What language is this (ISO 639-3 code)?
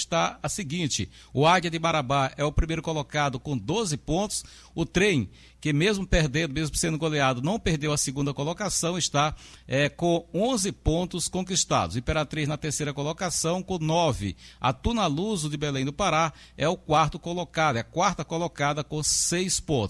por